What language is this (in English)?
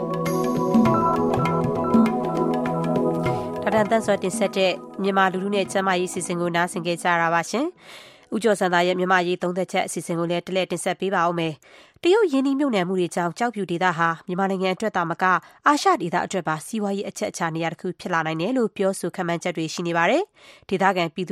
Burmese